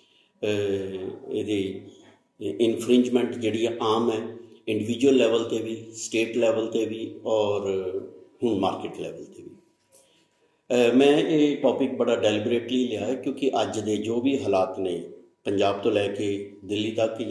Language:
Punjabi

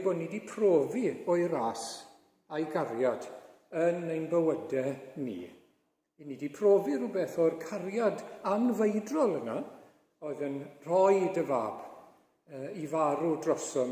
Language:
Welsh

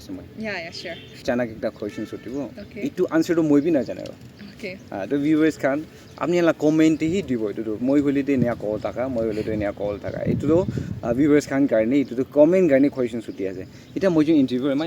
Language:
Naga Pidgin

